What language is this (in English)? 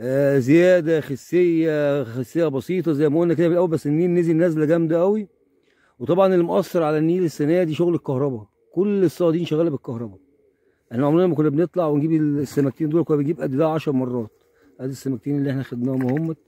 Egyptian Arabic